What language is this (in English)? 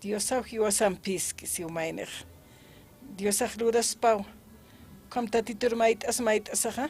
Aymara